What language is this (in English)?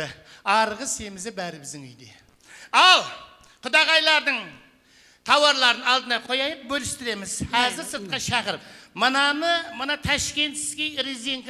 Kara-Kalpak